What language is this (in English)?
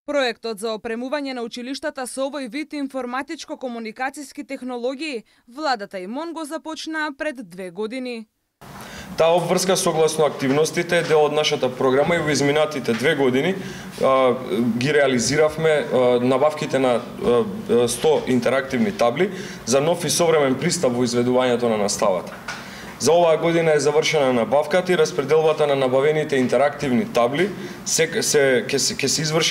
Macedonian